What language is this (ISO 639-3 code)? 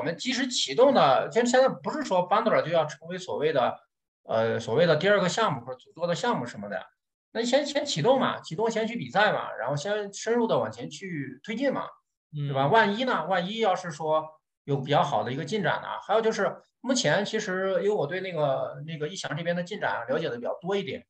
zho